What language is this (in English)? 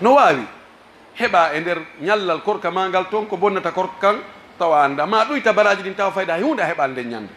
Pular